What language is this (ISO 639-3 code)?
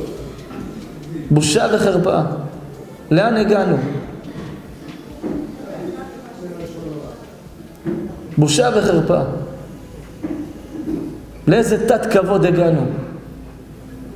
heb